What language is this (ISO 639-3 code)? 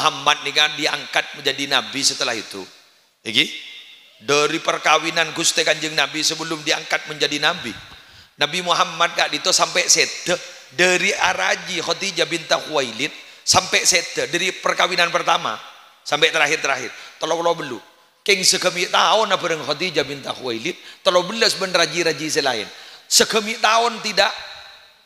mad